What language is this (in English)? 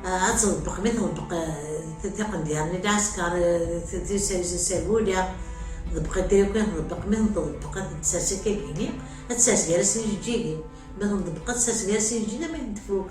Kabyle